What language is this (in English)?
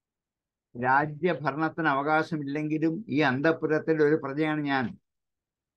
Malayalam